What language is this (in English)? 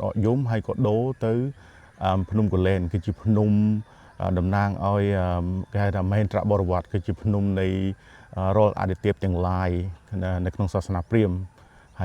Khmer